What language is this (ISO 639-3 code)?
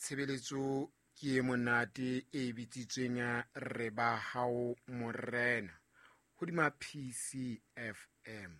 sot